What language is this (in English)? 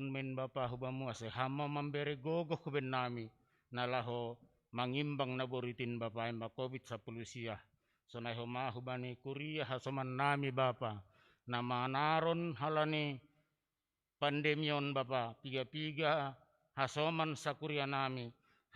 Batak Simalungun